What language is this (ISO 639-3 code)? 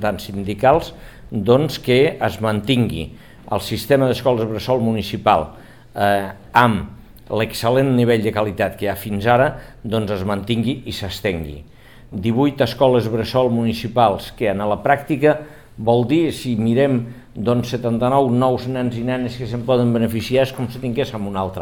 cat